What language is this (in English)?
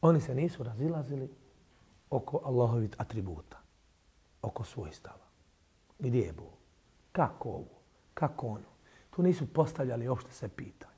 Bosnian